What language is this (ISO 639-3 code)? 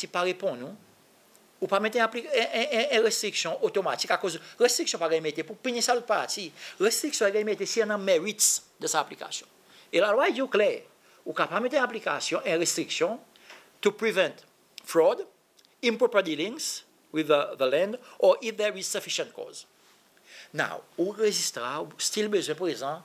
crs